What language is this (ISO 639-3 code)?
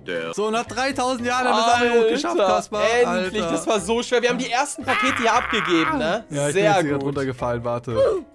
deu